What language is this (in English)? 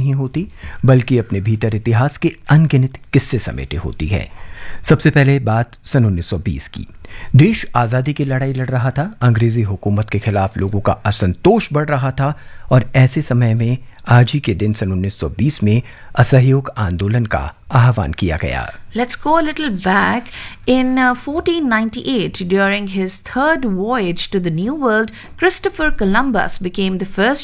Hindi